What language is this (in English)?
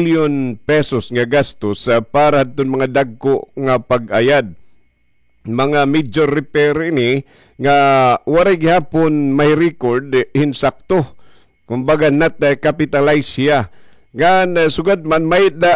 Waray